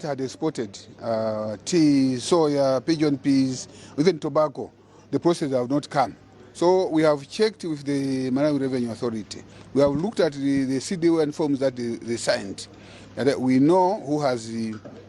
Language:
English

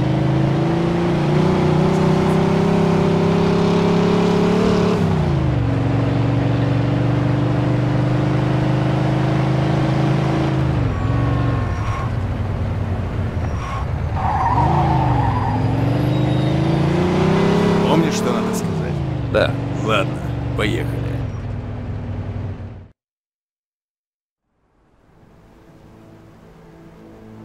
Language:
Russian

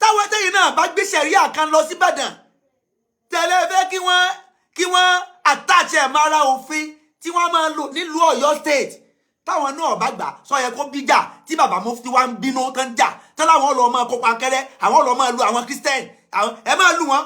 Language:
Yoruba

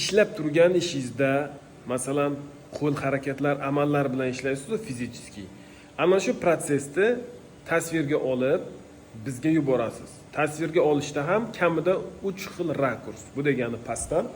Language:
Uzbek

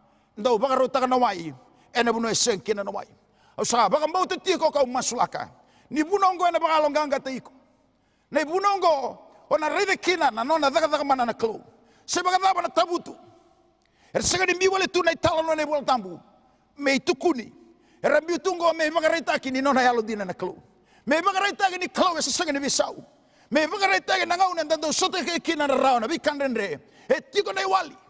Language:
Fijian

